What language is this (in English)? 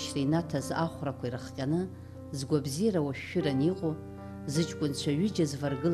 Abkhazian